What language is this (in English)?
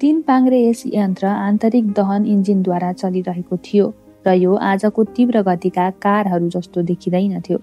Nepali